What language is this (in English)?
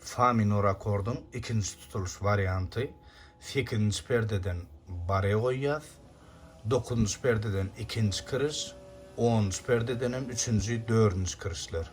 Turkmen